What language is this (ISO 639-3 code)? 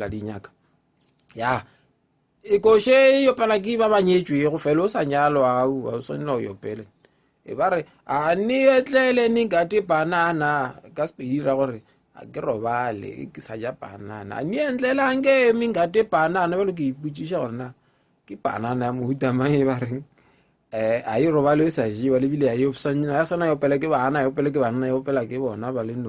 nso